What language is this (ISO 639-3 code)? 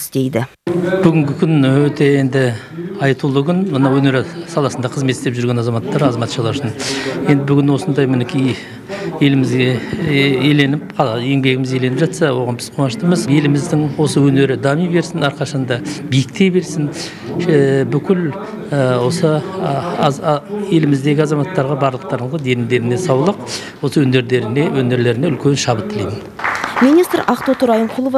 kaz